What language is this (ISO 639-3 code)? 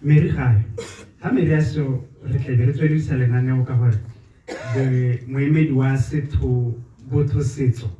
tsn